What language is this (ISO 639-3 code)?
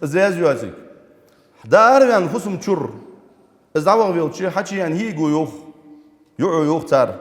inh